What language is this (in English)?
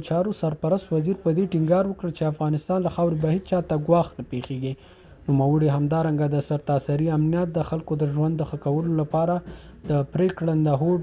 Pashto